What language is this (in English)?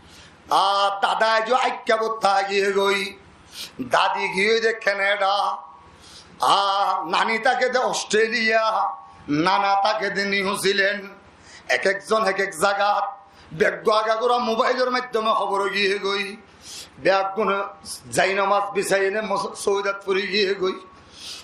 Rohingya